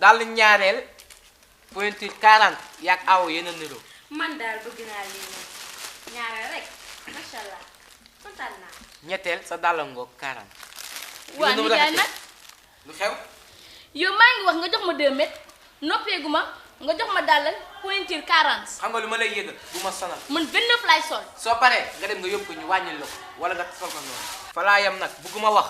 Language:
Wolof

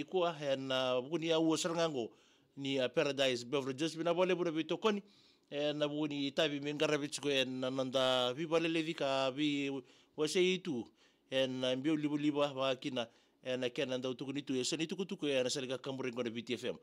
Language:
Fijian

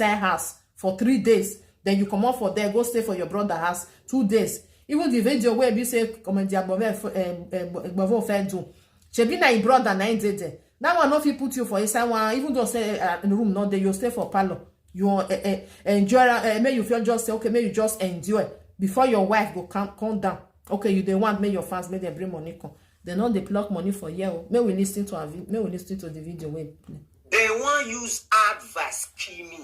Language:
Nigerian Pidgin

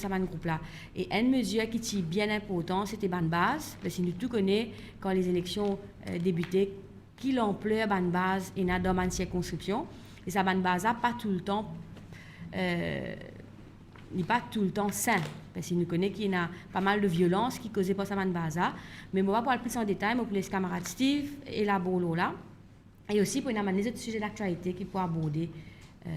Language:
Morisyen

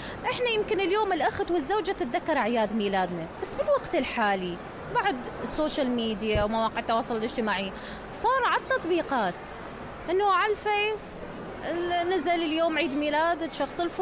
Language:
Mesopotamian Arabic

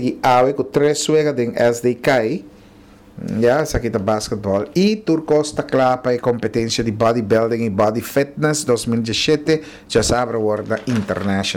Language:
Papiamento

